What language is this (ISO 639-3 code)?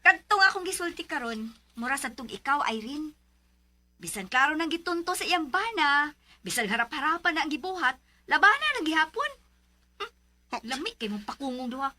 ceb